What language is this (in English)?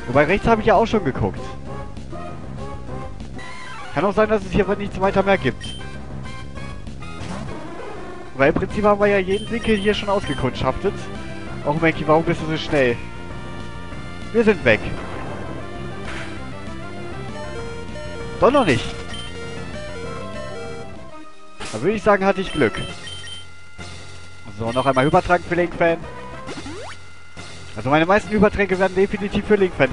German